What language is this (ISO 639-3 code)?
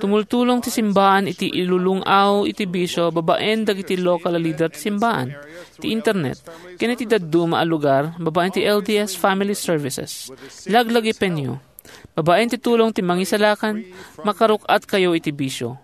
ilo